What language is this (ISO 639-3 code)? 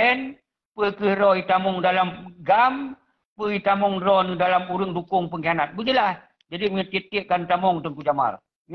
ace